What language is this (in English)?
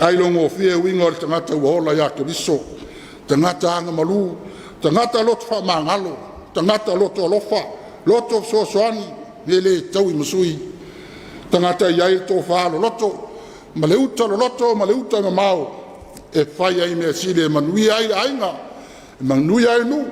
Samoan